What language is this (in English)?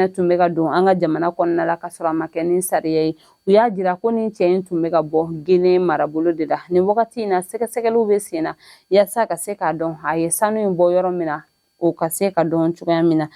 Bambara